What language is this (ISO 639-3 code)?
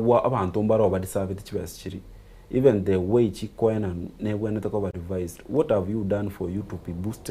guz